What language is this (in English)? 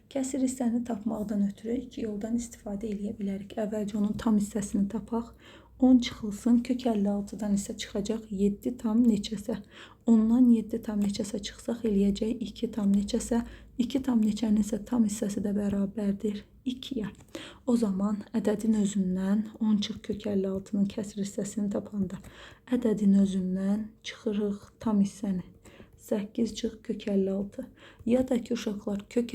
Azerbaijani